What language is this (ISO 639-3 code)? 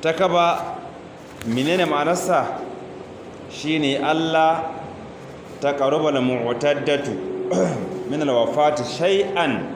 hau